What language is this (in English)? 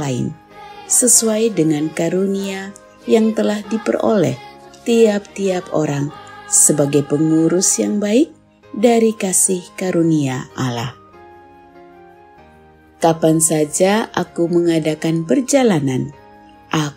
Indonesian